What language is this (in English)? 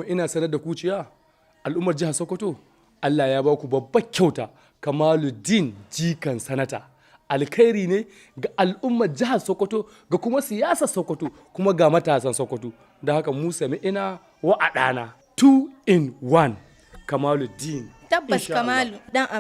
Hausa